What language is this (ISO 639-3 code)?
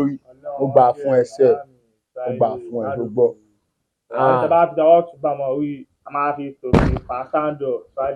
yor